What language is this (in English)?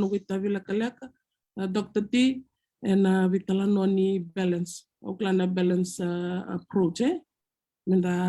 Fijian